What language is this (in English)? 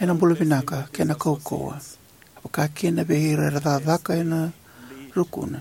Fijian